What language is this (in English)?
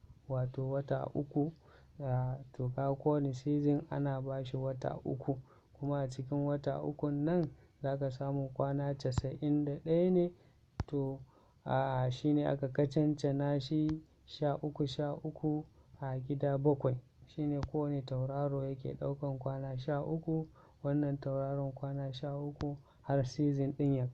Hausa